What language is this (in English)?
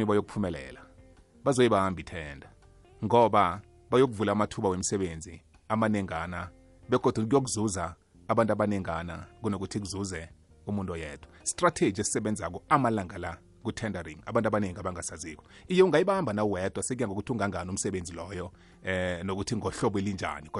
South Ndebele